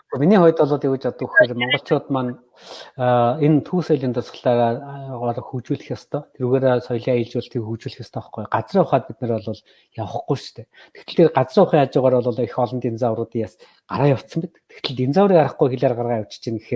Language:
Mongolian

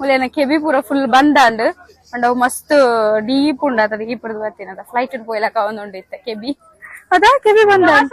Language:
Tulu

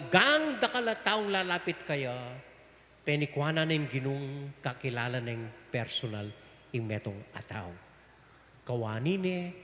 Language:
Pampanga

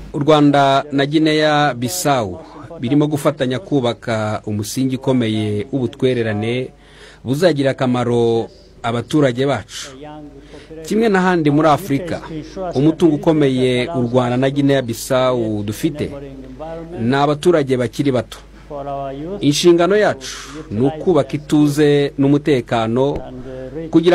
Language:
Kinyarwanda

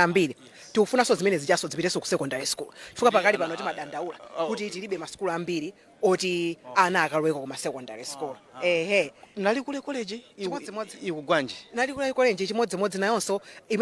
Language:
Nyanja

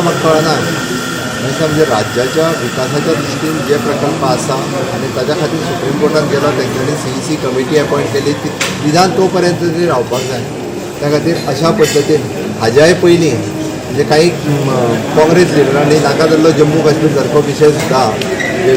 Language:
Konkani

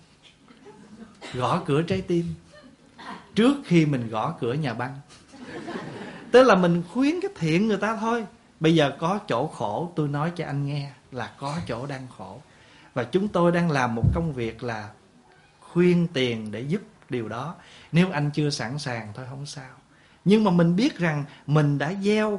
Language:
Vietnamese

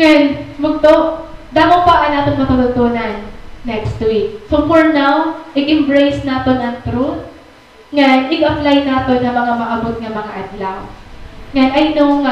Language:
Waray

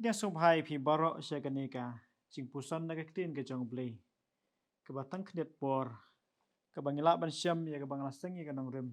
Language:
Khasi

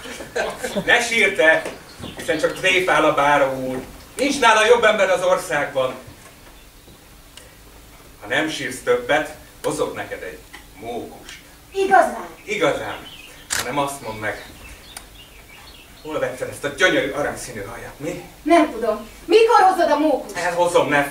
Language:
Hungarian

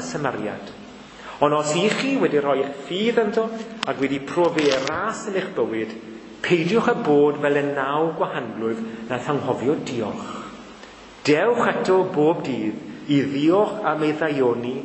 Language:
Welsh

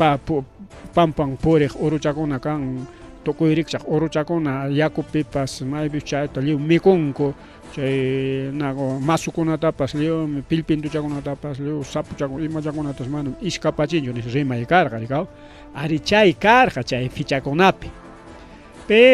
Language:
Ayacucho Quechua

